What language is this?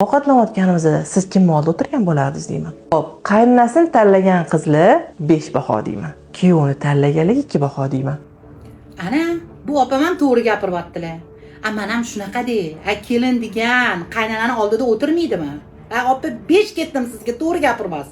Uzbek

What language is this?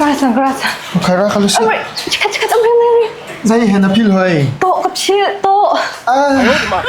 Hakha Chin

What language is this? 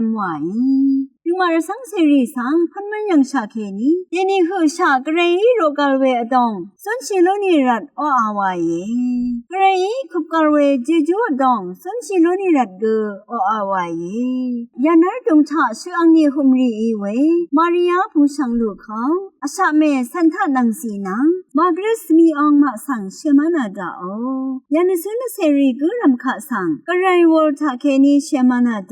Rawang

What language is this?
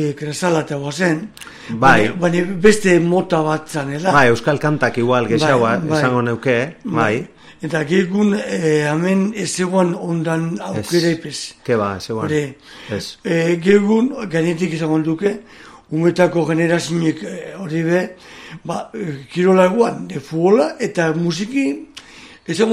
Basque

